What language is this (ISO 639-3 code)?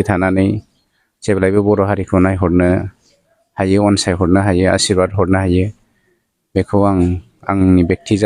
brx